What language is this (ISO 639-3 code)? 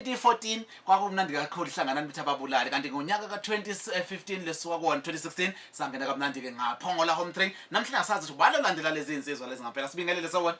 zul